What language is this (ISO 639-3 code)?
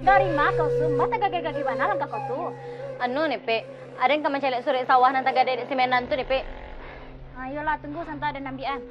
min